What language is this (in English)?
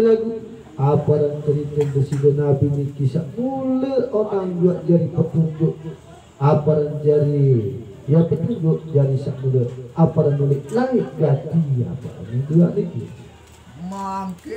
Sasak